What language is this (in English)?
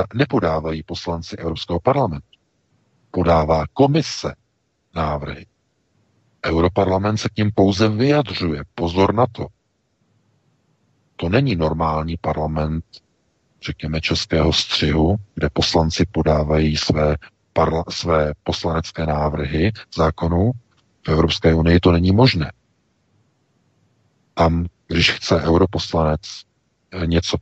Czech